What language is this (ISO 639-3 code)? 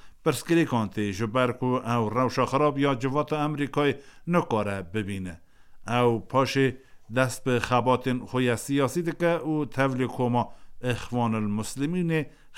kur